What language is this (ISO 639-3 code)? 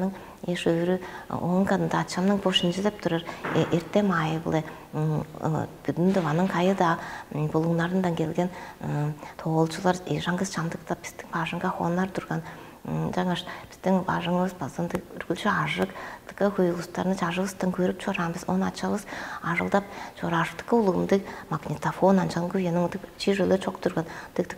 tyv